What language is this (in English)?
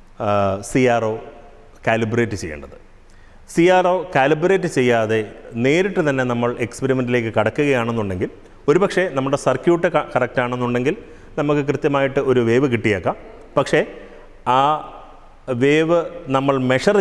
Malayalam